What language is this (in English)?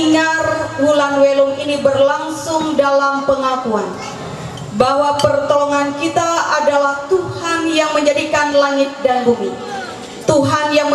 Ma'anyan